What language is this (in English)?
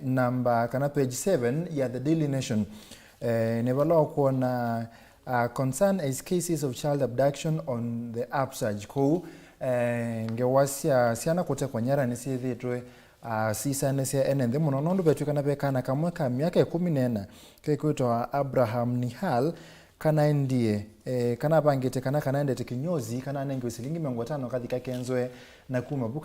Kamba